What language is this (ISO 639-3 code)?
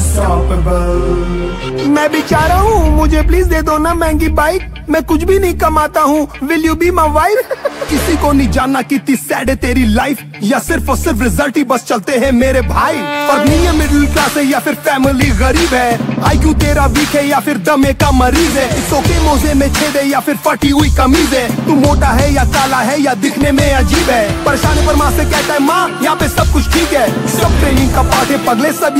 hin